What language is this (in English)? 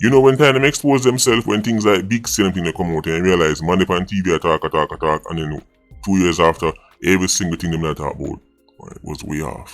Jamaican Creole English